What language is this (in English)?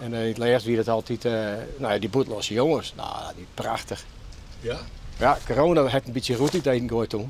Western Frisian